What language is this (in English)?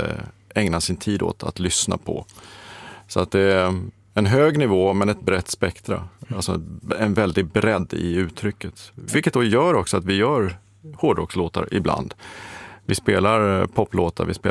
Swedish